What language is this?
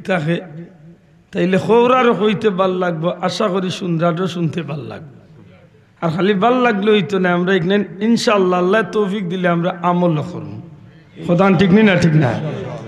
Sylheti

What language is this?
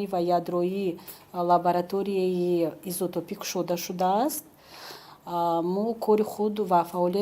Tajik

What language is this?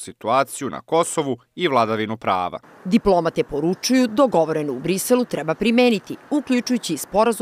Serbian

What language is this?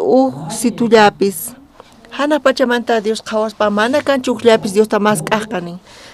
South Bolivian Quechua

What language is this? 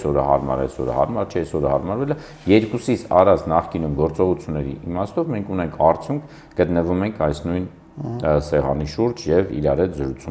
Armenian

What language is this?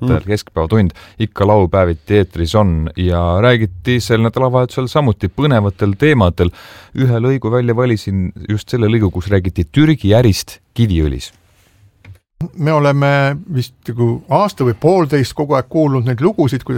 Estonian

